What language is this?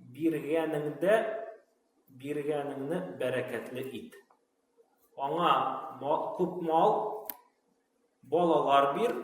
Tatar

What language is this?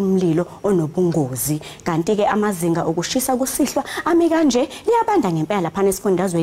Zulu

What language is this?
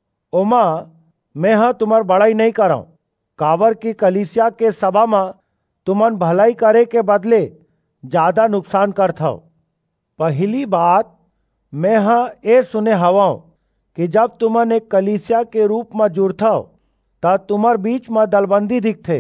Chhattisgarhi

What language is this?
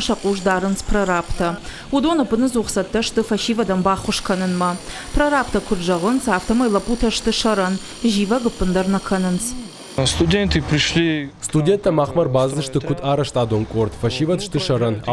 Ossetic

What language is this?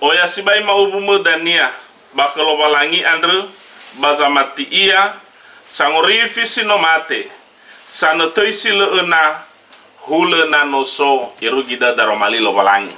Nias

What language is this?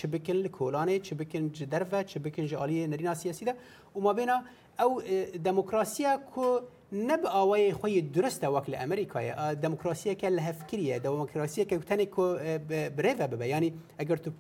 Kurdish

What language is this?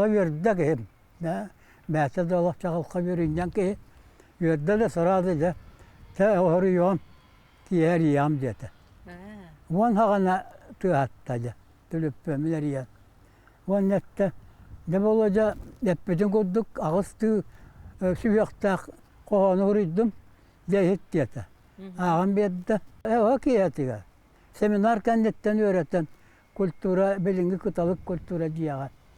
Yakut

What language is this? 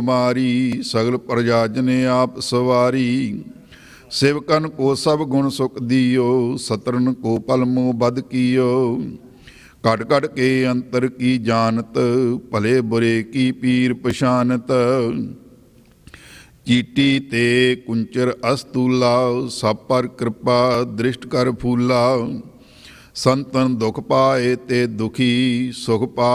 Punjabi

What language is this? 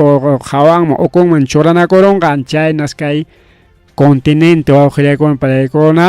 Ayacucho Quechua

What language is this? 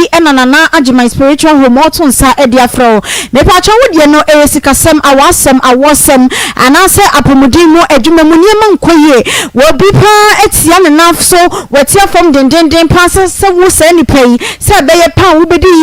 Akan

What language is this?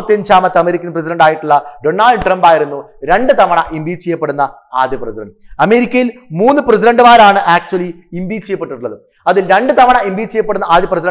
Malayalam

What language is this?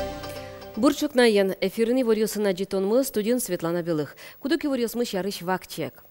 Udmurt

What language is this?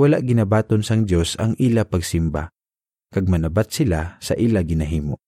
Hiligaynon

